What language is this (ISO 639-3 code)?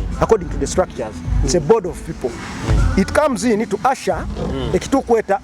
nyo